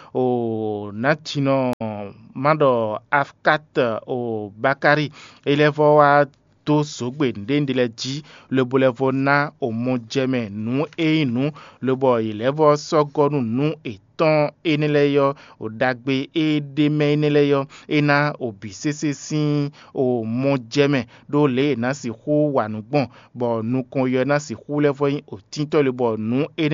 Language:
Fon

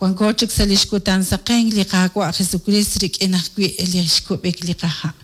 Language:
Kekchí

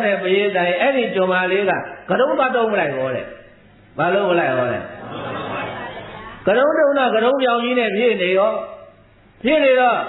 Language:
Burmese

